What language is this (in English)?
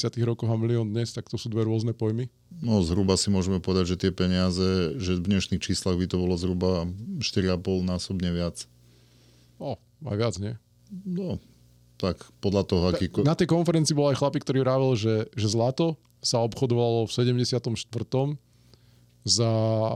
Slovak